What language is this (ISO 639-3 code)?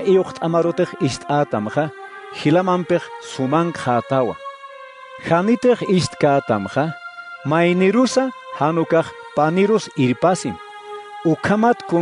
aym